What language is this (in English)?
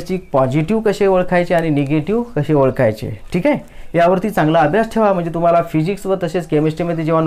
Marathi